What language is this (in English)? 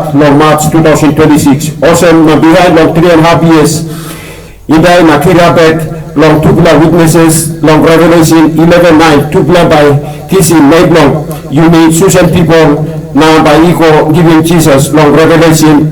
Tok Pisin